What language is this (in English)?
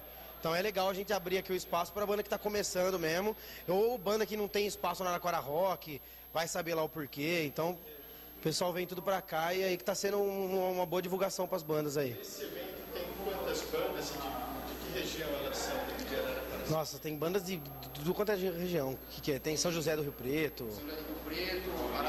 Portuguese